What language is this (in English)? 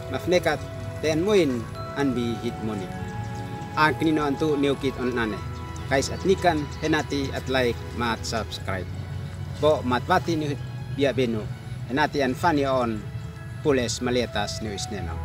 Uab Meto